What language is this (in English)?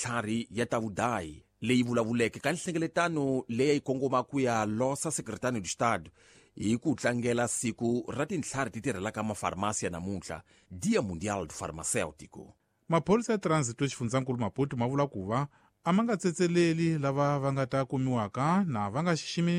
Tsonga